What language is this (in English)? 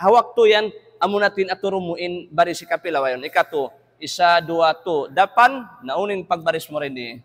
Tausug